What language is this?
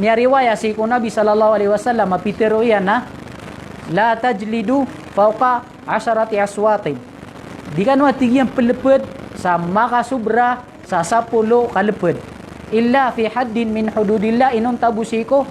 Maranao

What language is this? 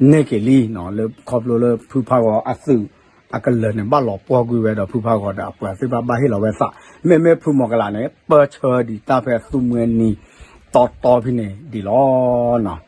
S'gaw Karen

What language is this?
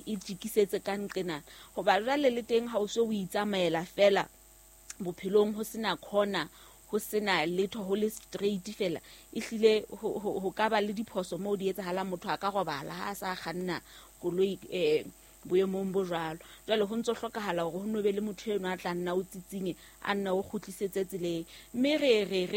Southern Sotho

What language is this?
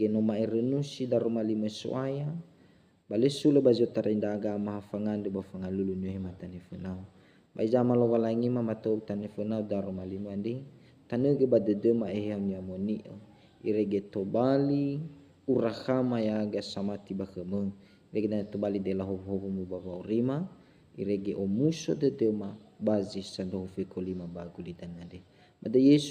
Nias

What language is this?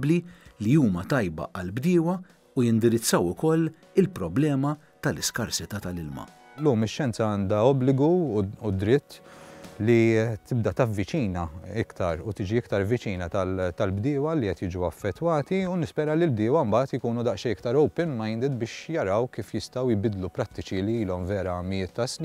Maltese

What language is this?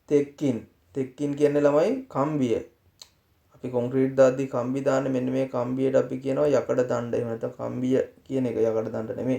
Sinhala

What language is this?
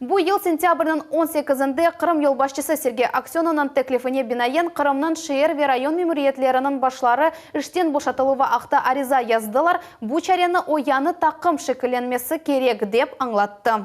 Crimean Tatar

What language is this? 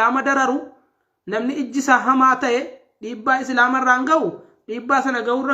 Oromo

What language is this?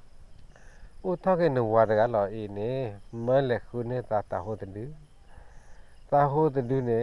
S'gaw Karen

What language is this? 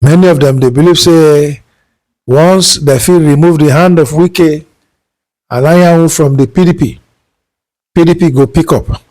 Nigerian Pidgin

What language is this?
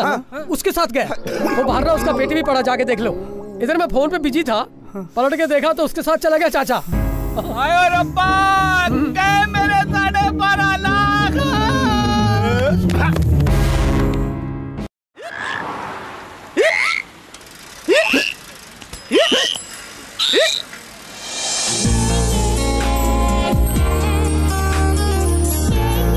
Hindi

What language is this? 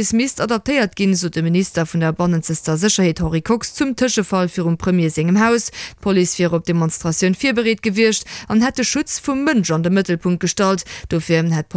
Luxembourgish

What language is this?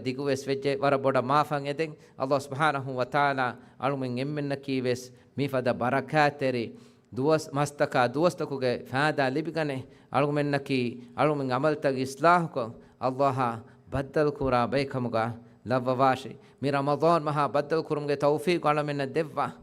Divehi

